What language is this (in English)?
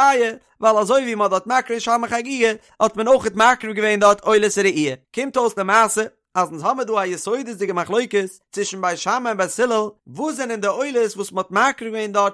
Yiddish